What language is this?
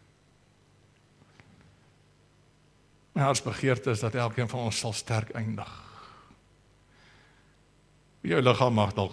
Afrikaans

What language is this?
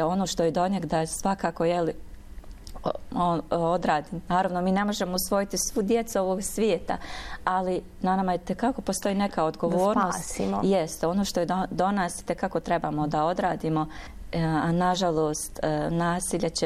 Bosnian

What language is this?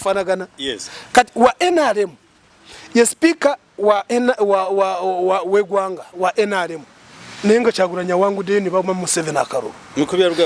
Ganda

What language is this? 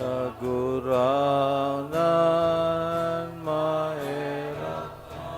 Bikol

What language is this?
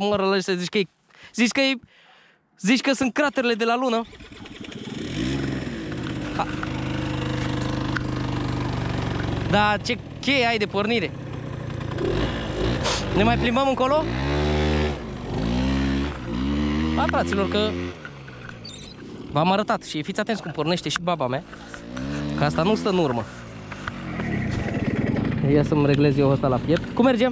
Romanian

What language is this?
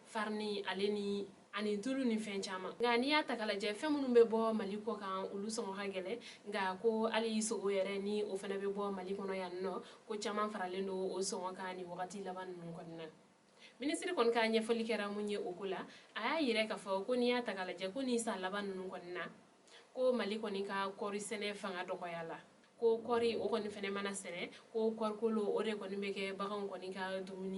Bambara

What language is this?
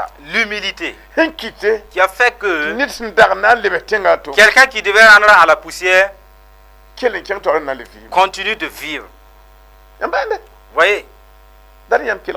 Mossi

